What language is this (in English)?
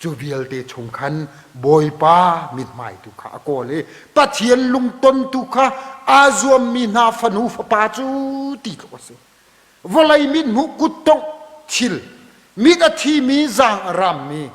Hakha Chin